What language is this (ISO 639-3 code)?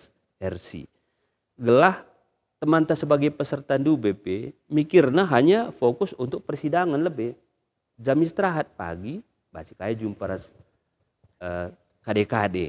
btx